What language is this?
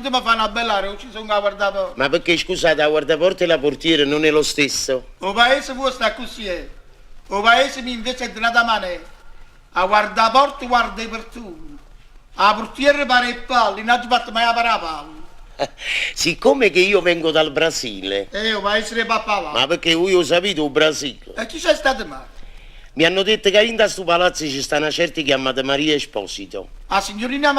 Neapolitan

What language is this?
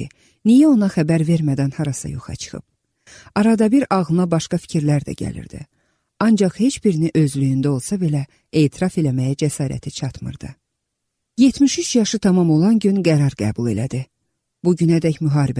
Azerbaijani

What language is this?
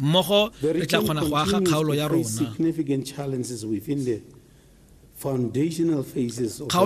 Tswana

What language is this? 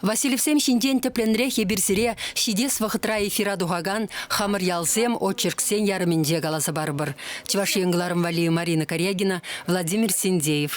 Chuvash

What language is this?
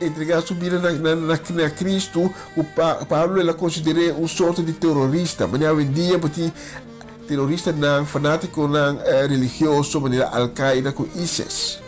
Papiamento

